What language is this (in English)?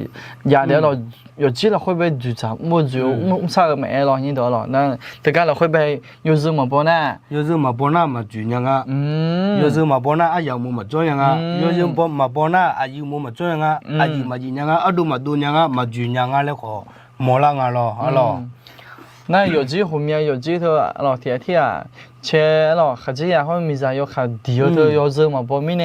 Akha